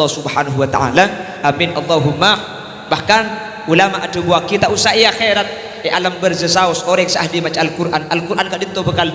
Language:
Madurese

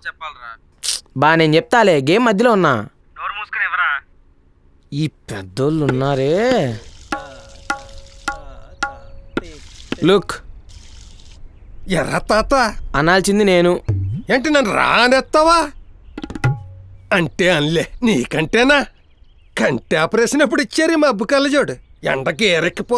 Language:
Telugu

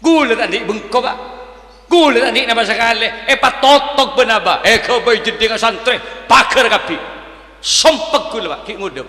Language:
Madurese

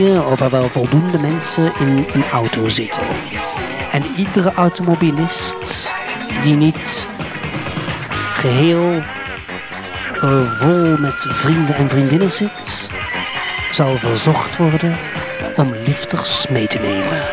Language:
Dutch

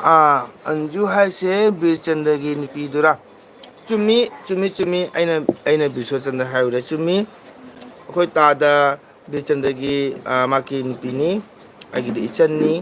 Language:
Manipuri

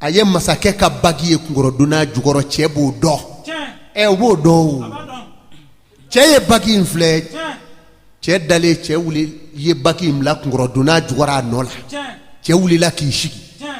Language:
Bambara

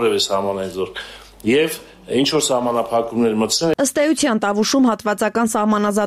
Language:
Armenian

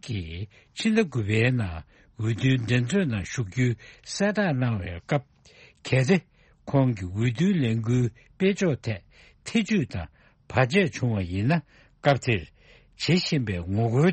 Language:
Tibetan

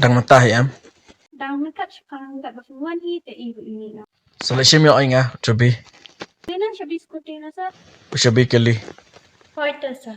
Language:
Khasi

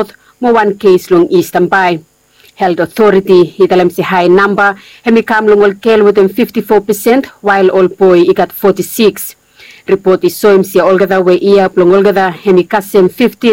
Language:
Bislama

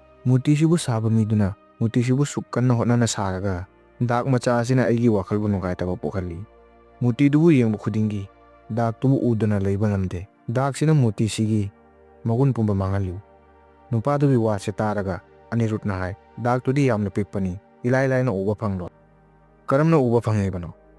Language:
Manipuri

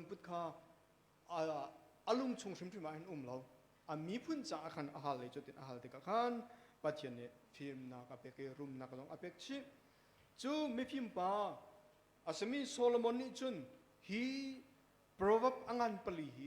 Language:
Hakha Chin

